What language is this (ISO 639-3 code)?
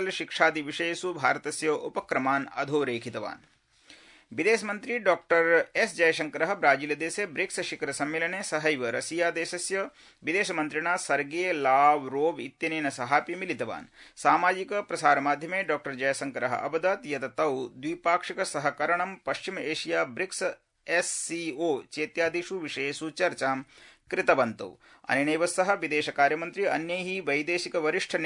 san